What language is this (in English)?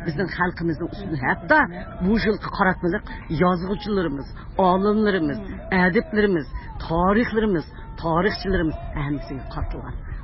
Uyghur